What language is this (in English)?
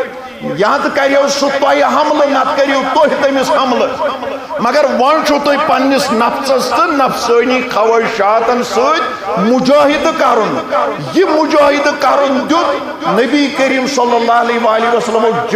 Kashmiri